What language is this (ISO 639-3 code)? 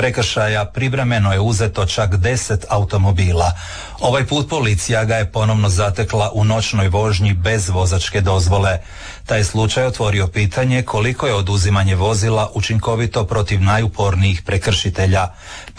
hrv